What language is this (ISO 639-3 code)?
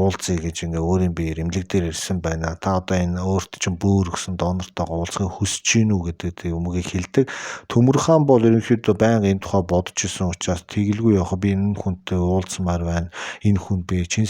mon